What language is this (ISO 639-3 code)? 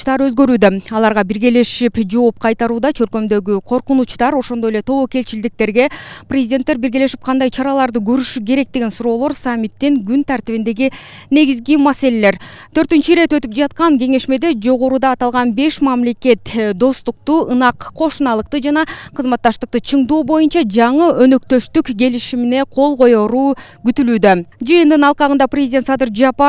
kir